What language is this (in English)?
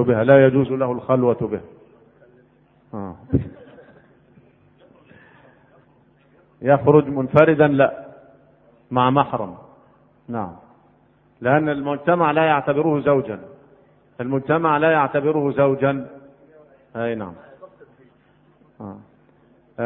Arabic